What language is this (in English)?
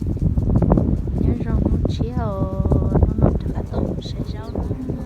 Hmong